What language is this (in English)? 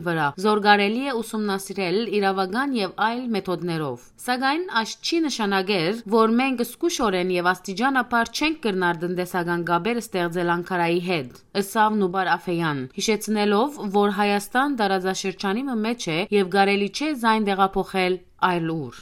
Western Armenian